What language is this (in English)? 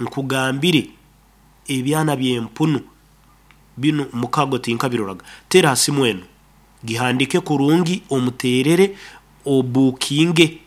Nyoro